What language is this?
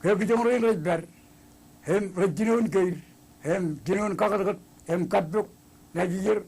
Marshallese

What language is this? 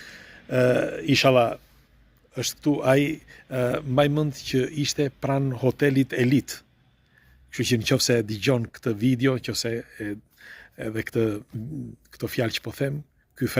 Albanian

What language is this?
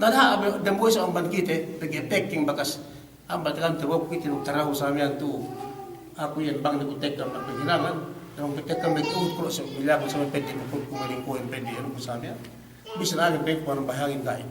Yakan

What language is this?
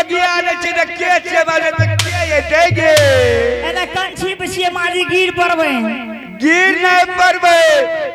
Angika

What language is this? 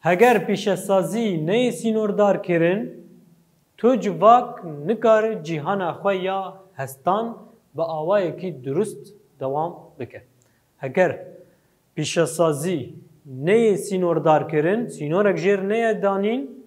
Kurdish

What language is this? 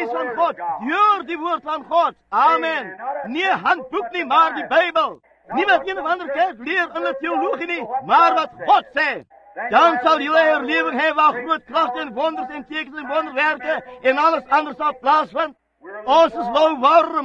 Afrikaans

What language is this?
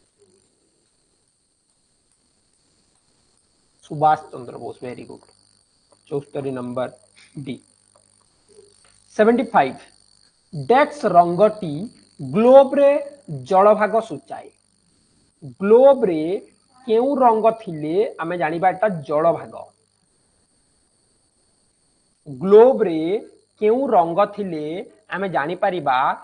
Odia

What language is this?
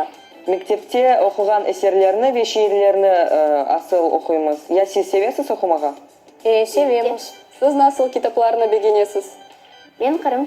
Crimean Tatar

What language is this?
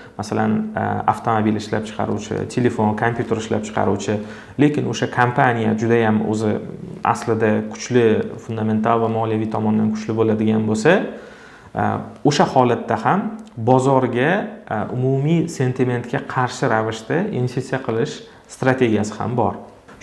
Uzbek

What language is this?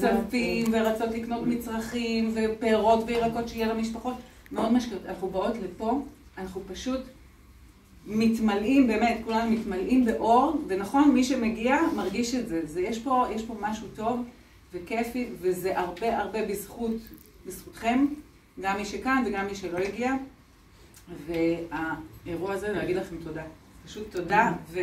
Hebrew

